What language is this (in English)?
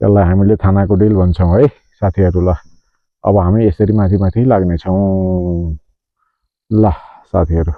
Nepali